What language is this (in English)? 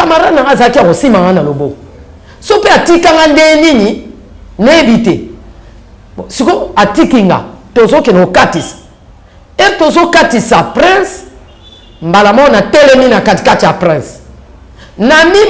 Lingala